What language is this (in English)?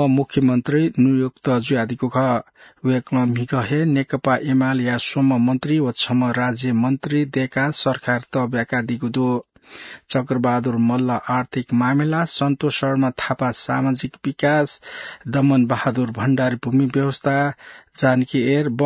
Newari